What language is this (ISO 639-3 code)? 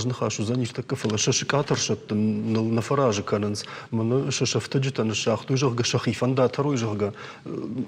oss